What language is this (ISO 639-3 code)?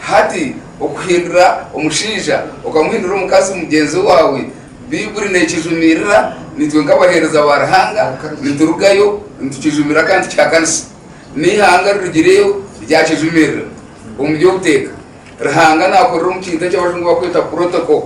nyn